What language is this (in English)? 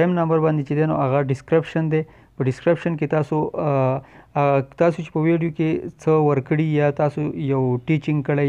Pashto